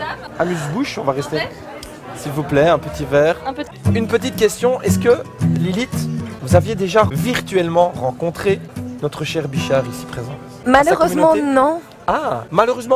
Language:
French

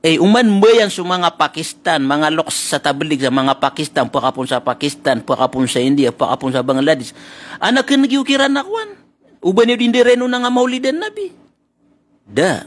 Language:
Maranao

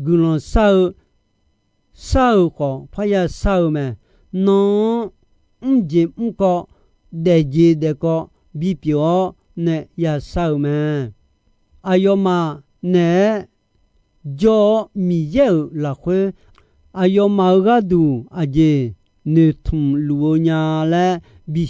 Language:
Akha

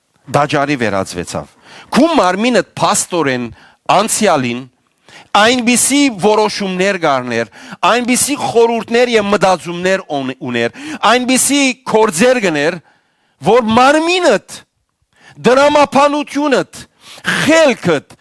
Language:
Western Armenian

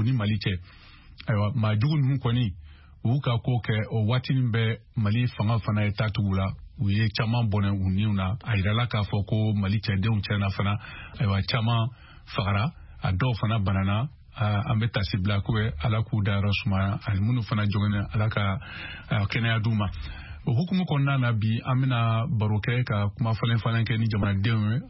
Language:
Bambara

